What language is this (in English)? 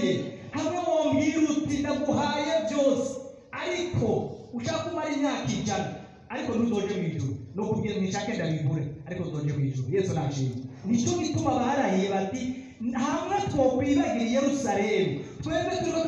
Rundi